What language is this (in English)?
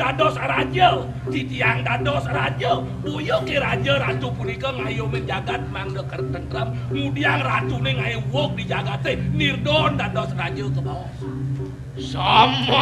Balinese